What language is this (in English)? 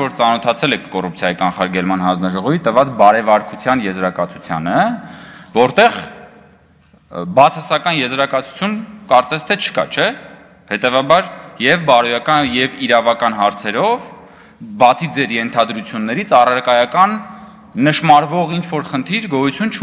Armenian